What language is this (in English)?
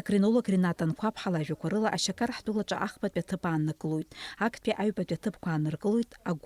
Abkhazian